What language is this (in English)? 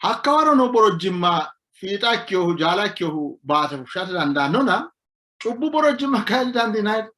Sidamo